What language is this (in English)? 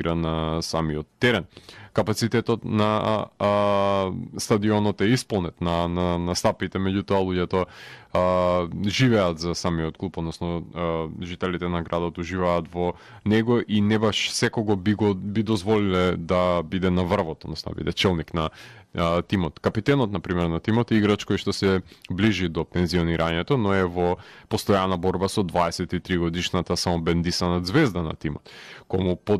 Macedonian